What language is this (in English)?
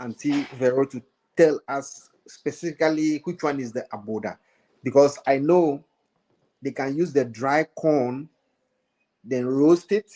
Ewe